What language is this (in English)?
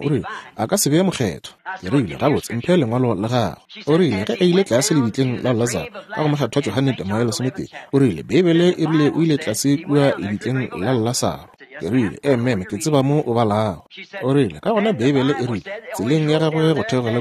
Northern Sotho